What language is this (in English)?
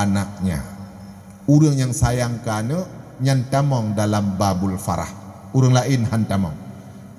Achinese